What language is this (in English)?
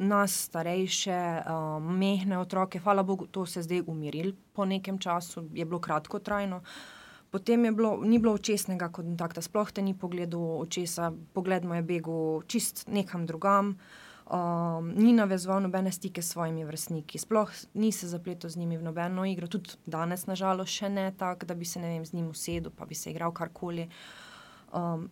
Slovenian